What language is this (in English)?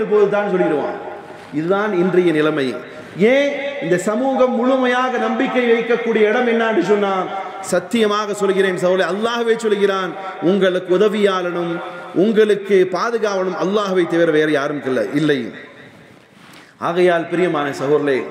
Tamil